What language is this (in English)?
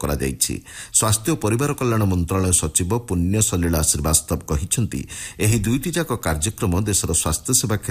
Odia